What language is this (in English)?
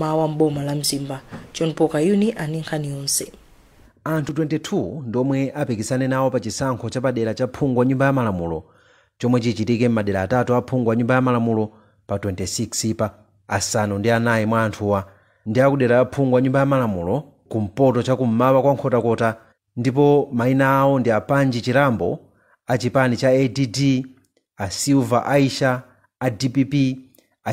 Nyanja